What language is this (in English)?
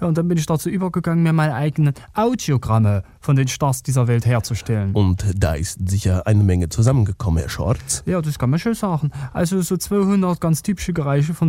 German